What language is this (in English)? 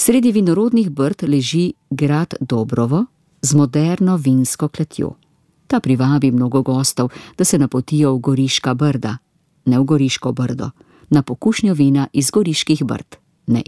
Slovenian